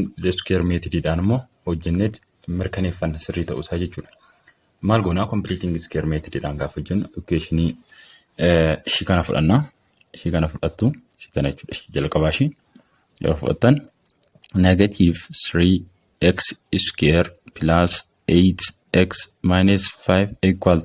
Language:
Oromo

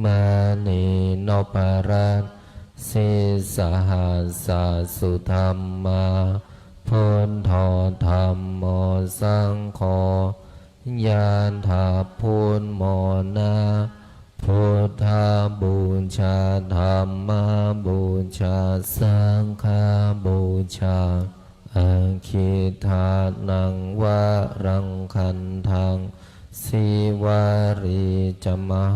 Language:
Pali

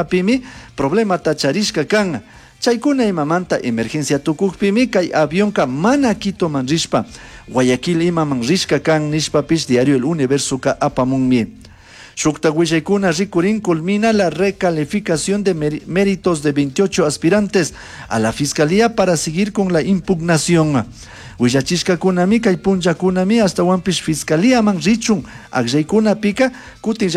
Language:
Chimborazo Highland Quichua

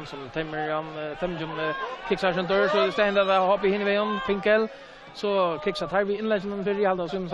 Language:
Faroese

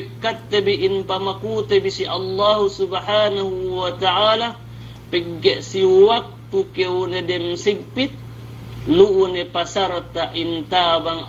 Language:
Yakan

